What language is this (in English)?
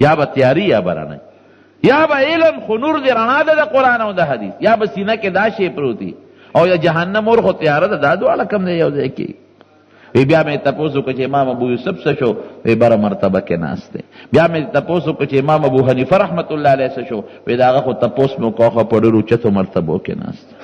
Pashto